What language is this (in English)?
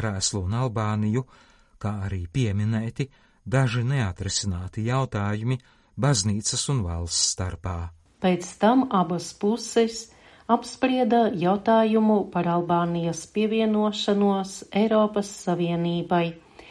Latvian